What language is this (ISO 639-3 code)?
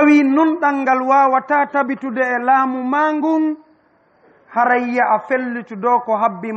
ful